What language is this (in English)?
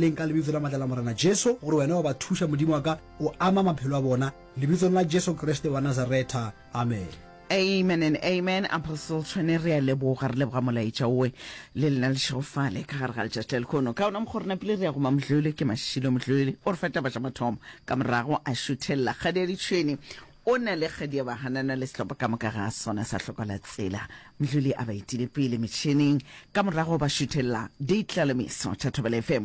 Northern Sotho